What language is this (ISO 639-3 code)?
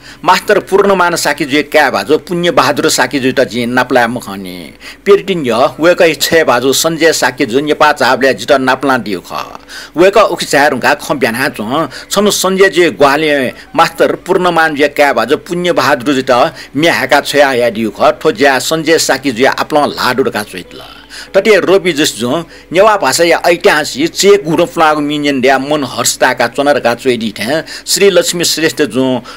new